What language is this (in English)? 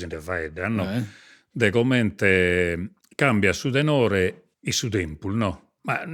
Sardinian